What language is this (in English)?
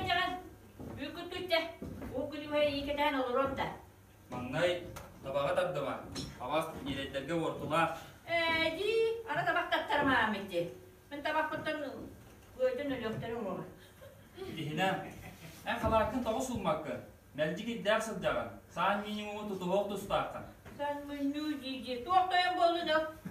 Yakut